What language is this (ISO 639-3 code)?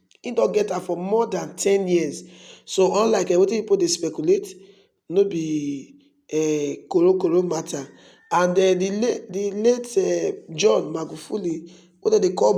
pcm